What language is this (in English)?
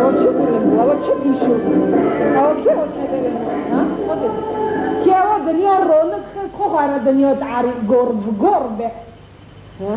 Kurdish